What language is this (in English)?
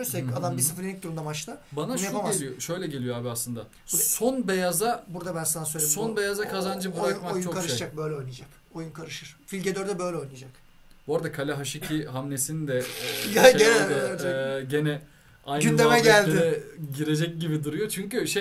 Turkish